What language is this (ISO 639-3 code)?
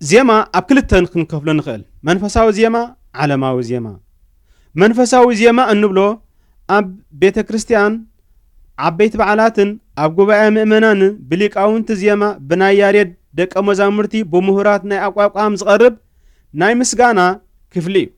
tir